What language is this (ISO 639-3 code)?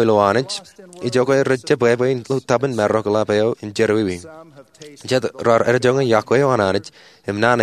mah